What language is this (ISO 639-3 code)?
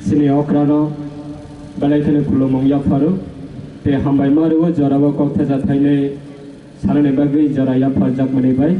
trp